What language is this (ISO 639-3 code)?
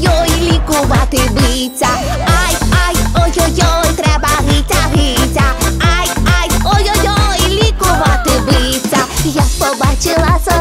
ukr